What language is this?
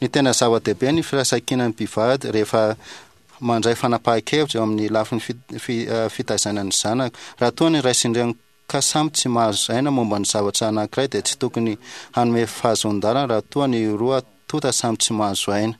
Malagasy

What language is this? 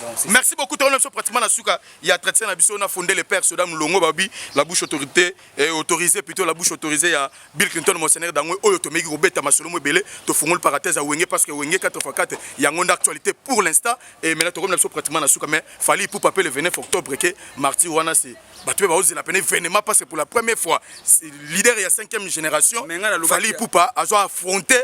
Lingala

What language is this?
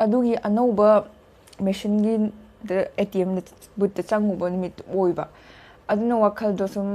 Manipuri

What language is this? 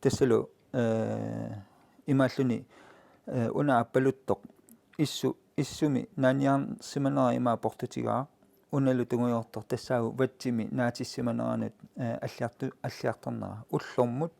Kalaallisut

